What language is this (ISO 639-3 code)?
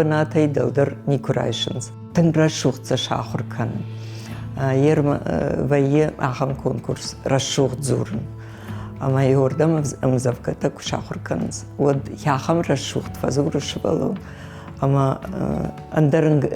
oss